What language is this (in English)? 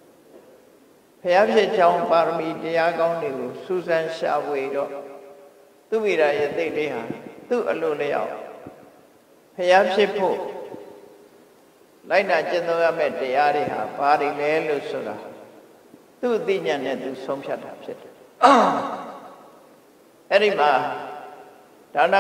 Burmese